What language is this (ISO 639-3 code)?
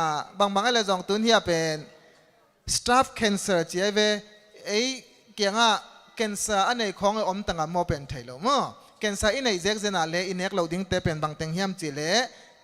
ctd